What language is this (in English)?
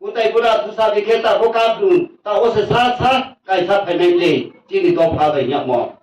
Riang (India)